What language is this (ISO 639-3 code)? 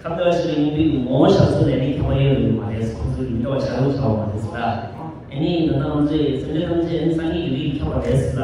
bod